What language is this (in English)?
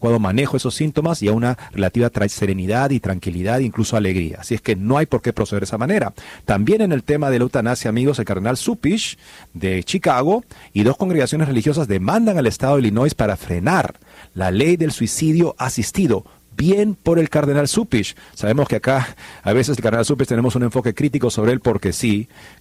Spanish